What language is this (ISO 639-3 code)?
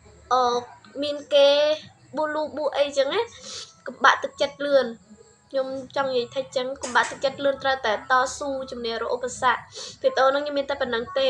khm